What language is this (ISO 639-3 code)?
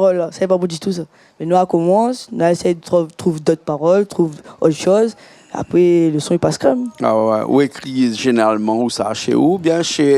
rcf